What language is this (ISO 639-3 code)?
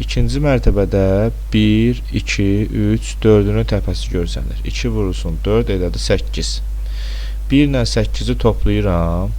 aze